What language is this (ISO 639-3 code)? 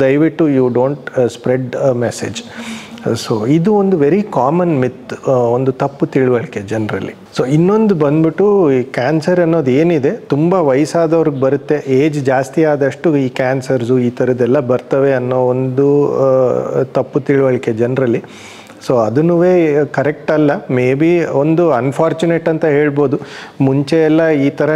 kan